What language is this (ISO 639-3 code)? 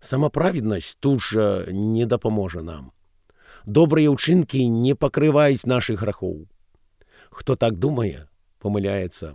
bel